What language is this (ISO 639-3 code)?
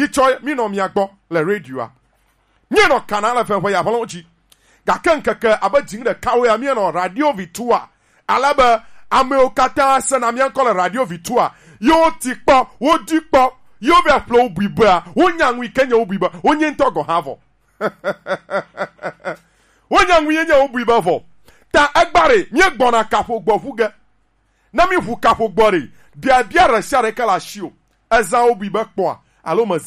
gej